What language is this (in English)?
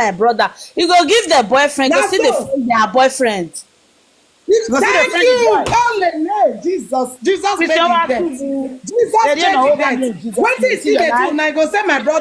Nigerian Pidgin